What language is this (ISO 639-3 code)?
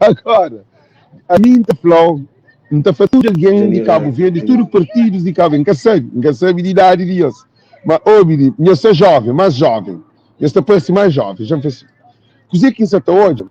kea